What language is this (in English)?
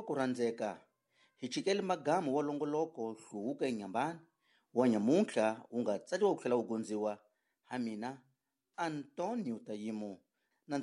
Tsonga